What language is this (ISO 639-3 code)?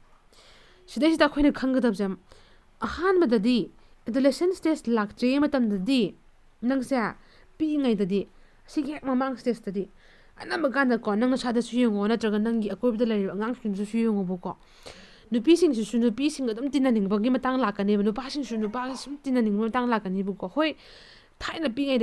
mni